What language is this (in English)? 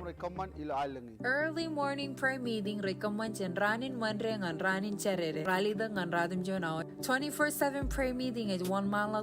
Marshallese